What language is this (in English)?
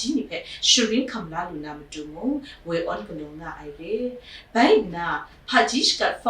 Kachin